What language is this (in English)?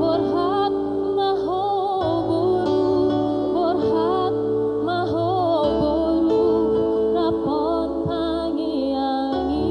Batak Toba